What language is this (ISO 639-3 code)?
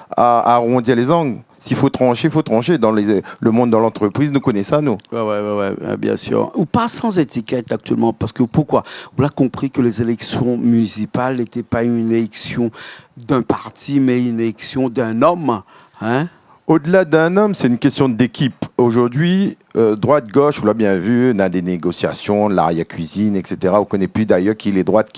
rcf